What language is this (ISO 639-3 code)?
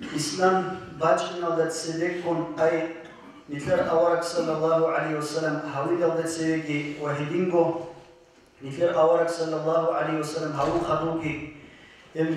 ava